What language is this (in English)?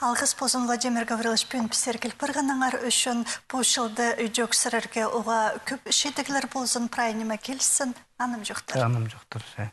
Khakas